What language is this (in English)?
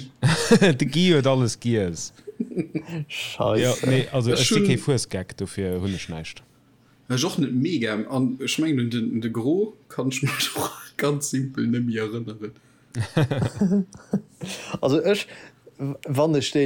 Luxembourgish